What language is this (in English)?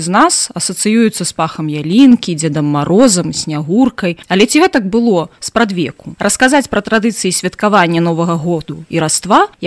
Belarusian